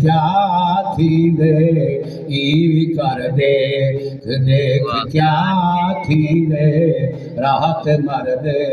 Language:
Saraiki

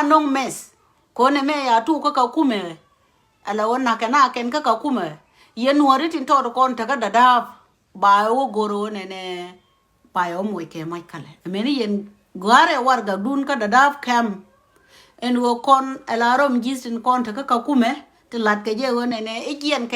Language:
Nuer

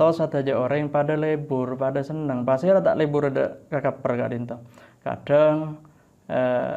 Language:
Madurese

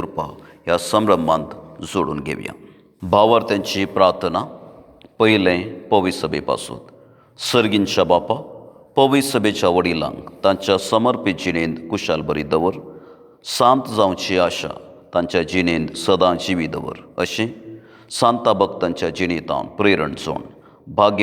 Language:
Konkani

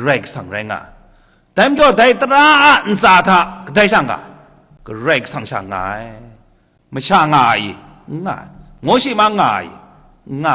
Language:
Kachin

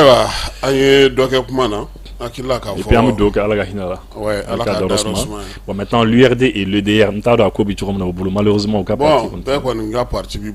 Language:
Bambara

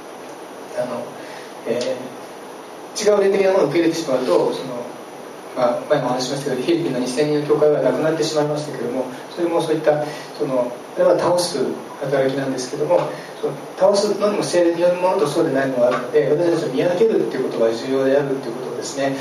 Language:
Japanese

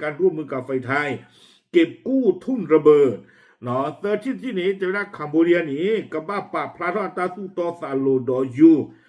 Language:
S'gaw Karen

